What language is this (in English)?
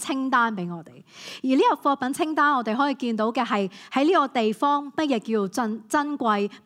Cantonese